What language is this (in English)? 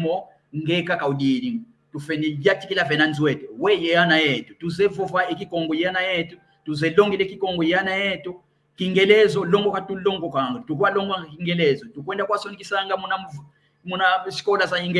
San Salvador Kongo